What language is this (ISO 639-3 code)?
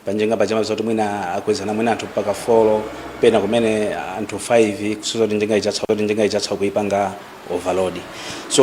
nya